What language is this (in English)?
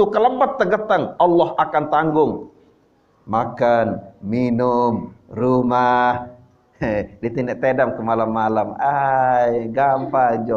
Sasak